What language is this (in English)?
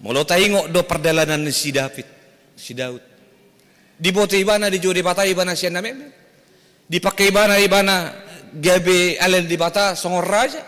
Batak Toba